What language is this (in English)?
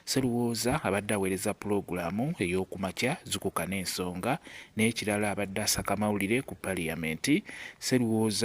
Ganda